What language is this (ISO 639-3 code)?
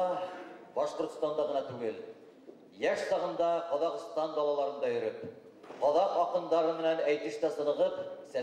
bak